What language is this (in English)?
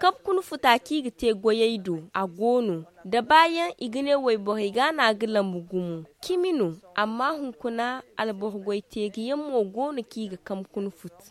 Zarma